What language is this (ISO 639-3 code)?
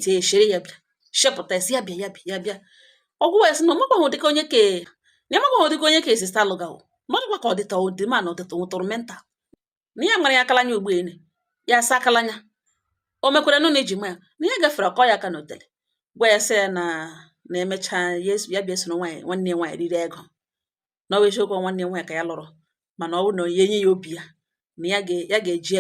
ibo